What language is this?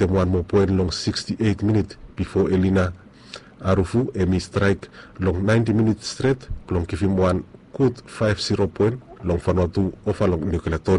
Bislama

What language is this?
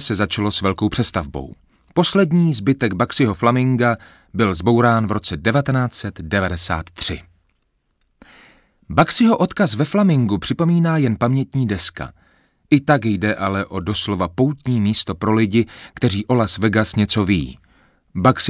Czech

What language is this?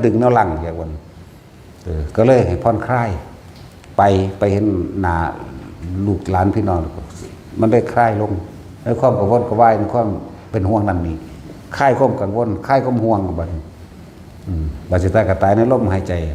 Northeastern Thai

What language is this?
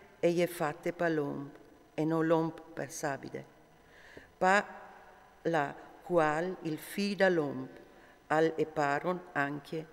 Friulian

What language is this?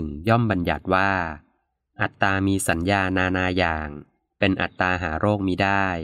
Thai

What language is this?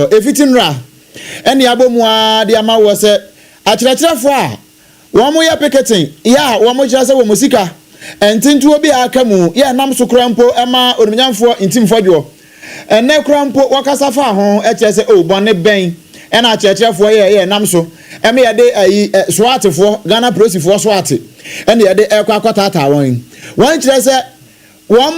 Akan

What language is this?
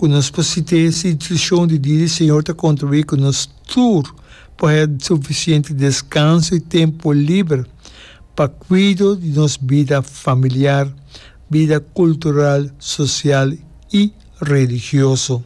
Papiamento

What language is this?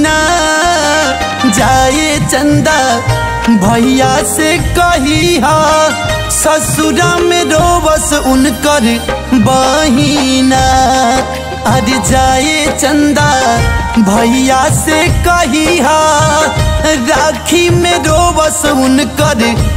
Bhojpuri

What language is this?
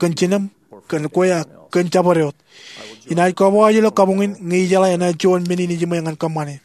Marshallese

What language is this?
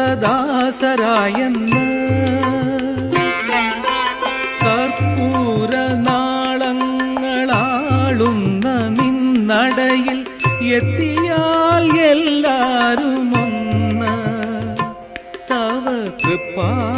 Malayalam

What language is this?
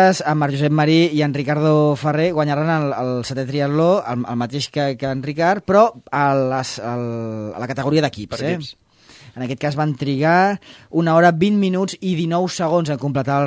Catalan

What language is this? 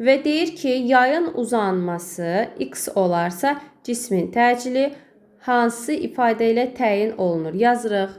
Azerbaijani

